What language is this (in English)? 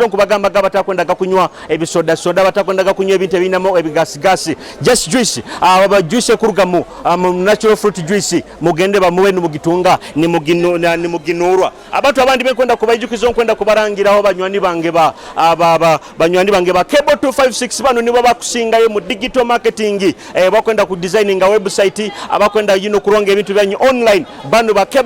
Nyoro